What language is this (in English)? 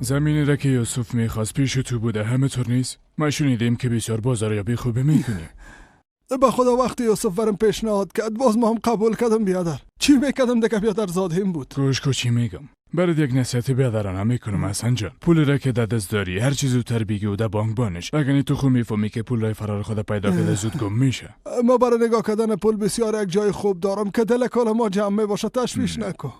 Persian